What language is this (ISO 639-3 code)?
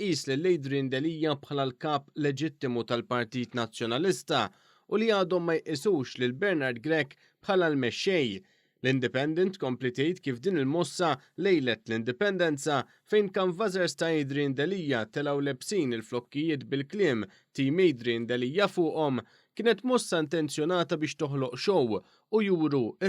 mlt